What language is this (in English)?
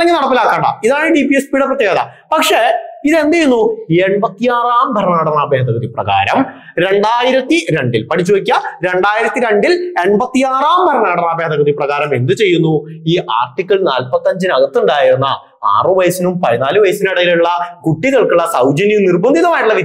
Malayalam